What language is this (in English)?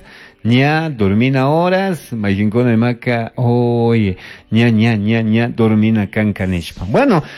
Chimborazo Highland Quichua